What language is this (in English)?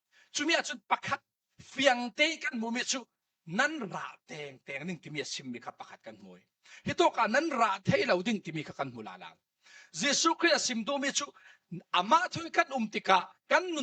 Falam Chin